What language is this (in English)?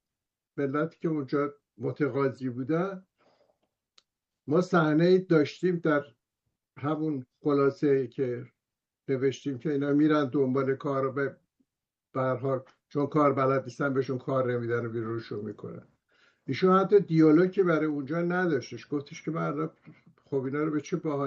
Persian